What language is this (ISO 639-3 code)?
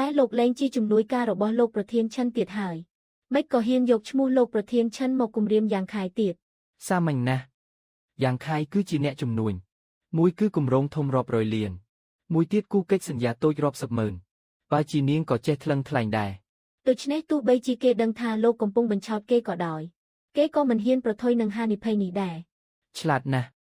khm